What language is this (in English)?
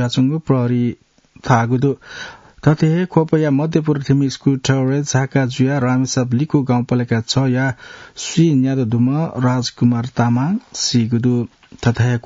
Newari